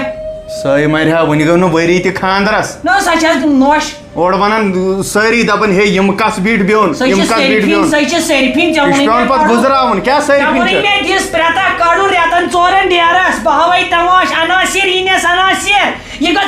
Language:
Kashmiri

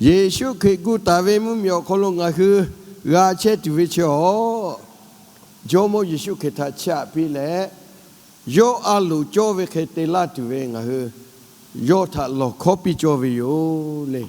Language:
Lahu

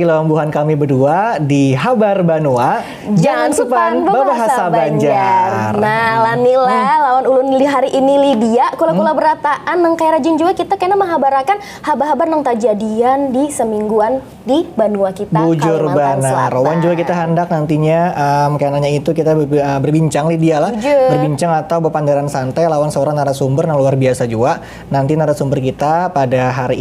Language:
Banjar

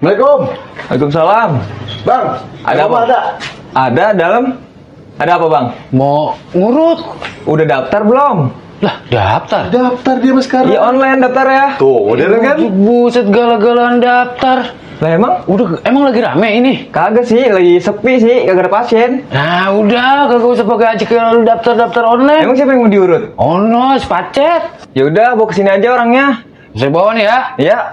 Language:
Betawi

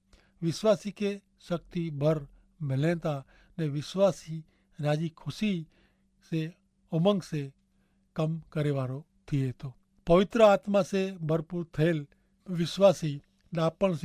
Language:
Kachhi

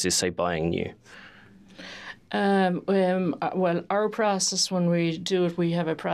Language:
English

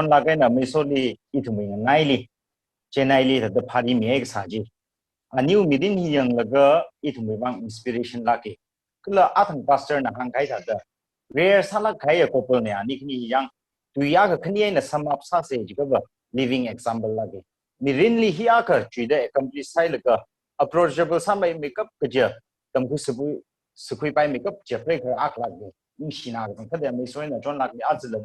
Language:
Tangkhul Naga (India)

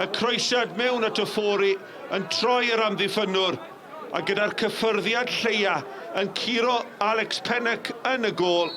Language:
Welsh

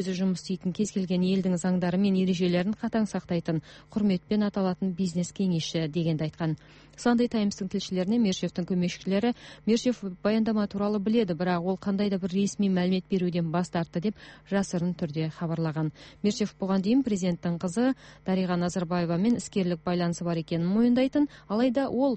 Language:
Kazakh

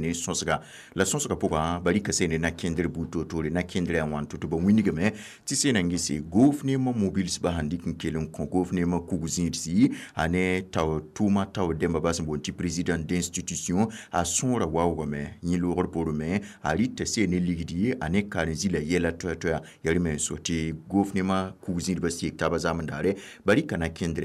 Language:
Mossi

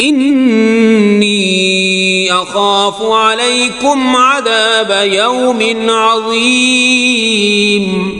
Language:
Kashmiri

